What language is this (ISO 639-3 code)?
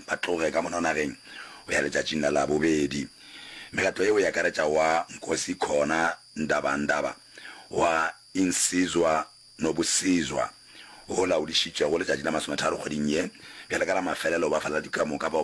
nso